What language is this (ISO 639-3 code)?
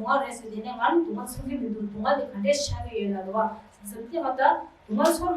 bod